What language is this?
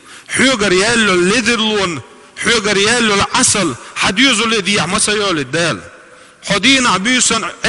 Chechen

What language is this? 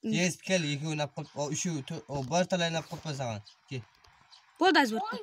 Kara-Kalpak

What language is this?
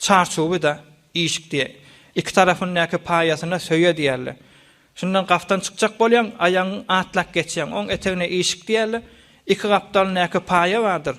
Turkmen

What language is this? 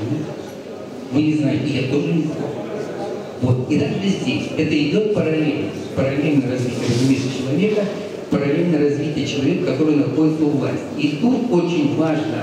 Russian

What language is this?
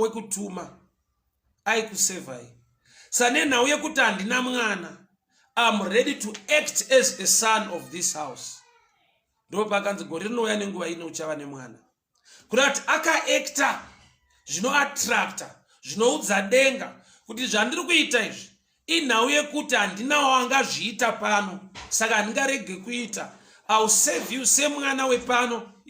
Shona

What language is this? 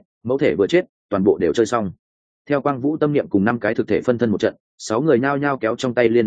Vietnamese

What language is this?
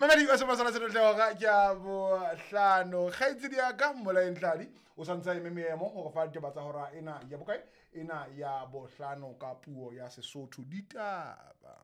Southern Sotho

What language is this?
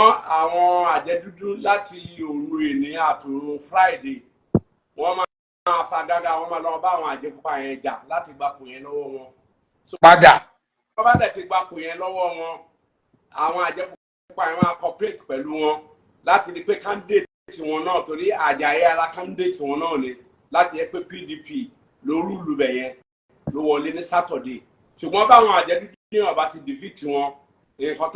Yoruba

